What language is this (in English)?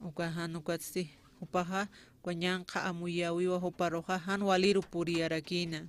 Aymara